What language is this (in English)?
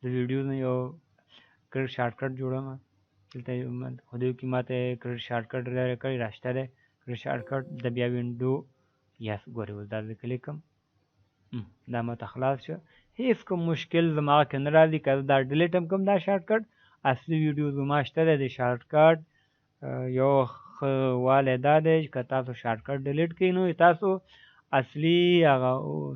Pashto